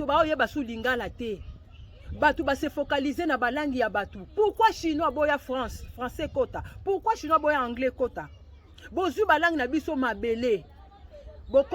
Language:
Lingala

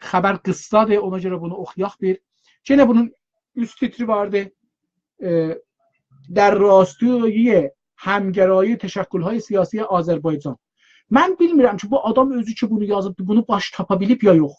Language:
South Azerbaijani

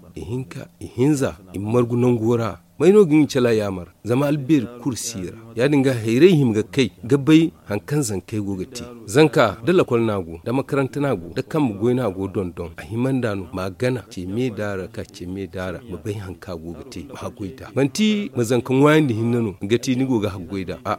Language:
Zarma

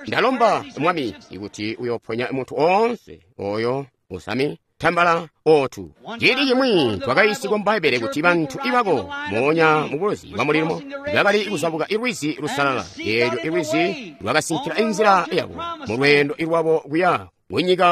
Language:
Tonga (Zambia)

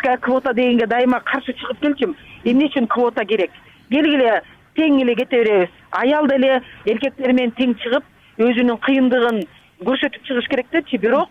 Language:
Kyrgyz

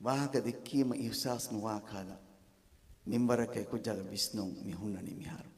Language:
Divehi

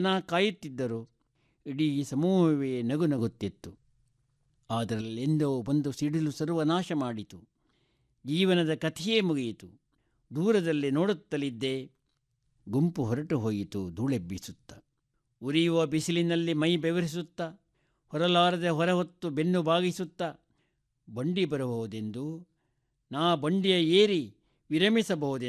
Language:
Kannada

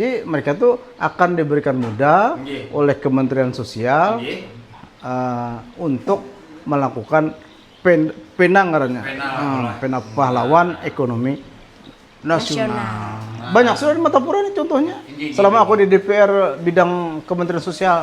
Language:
Banjar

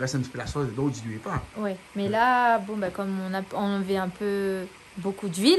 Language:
Réunion Creole French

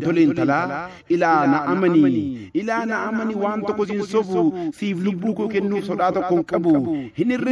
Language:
Oromo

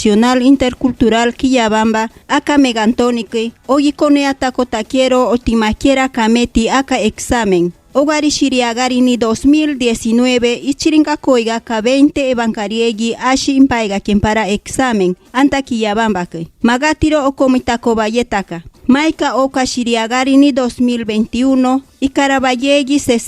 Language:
Machiguenga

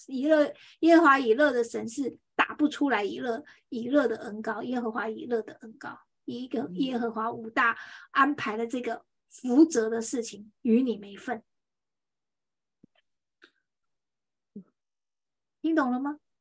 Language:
Chinese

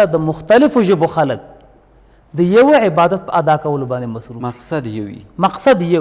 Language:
Pashto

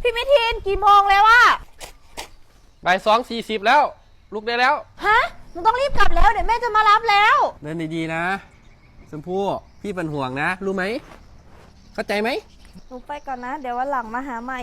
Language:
Lao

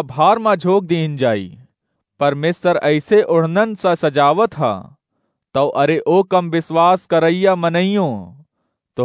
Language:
Awadhi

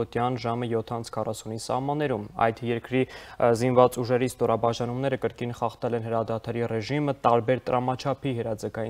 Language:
Armenian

